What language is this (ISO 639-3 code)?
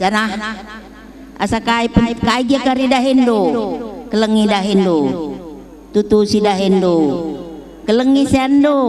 btx